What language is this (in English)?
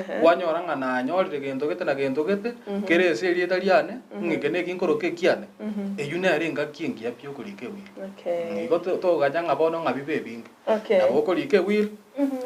Gusii